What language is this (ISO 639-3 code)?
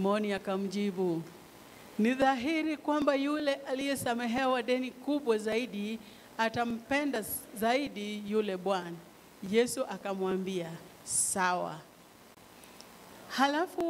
swa